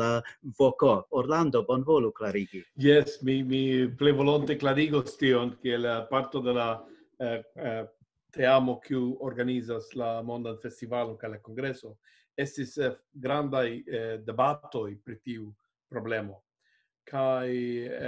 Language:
Esperanto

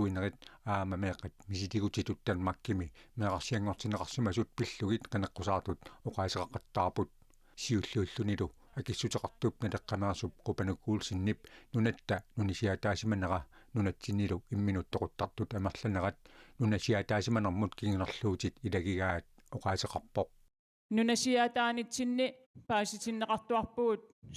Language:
Kalaallisut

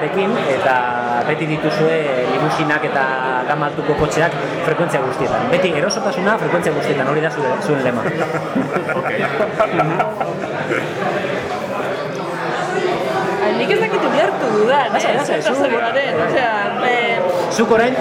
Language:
Basque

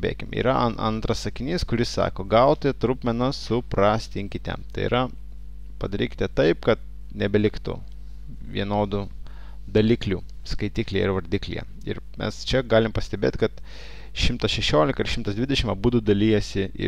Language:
Lithuanian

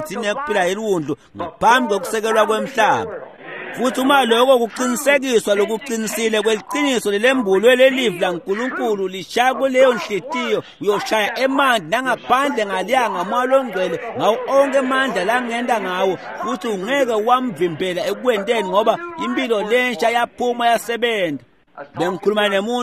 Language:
Swati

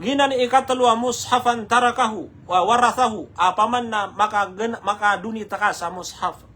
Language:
Maranao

